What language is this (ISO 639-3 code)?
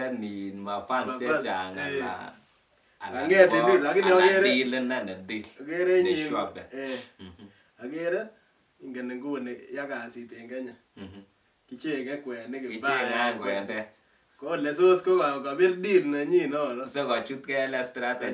kln